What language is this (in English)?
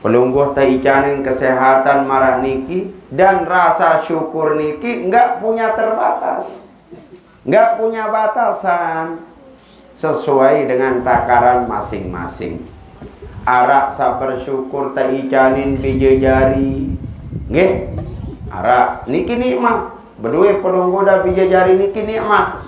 Sasak